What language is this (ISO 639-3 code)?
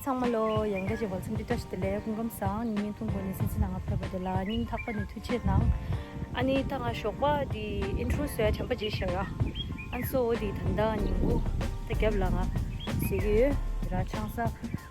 bod